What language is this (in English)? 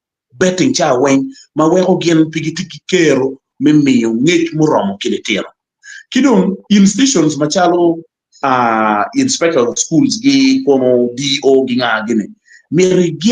Acoli